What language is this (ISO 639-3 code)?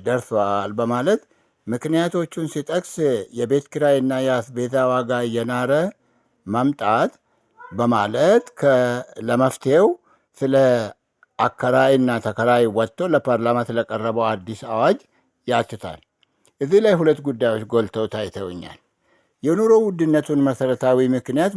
amh